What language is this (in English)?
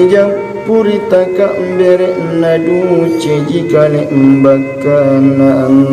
Makasar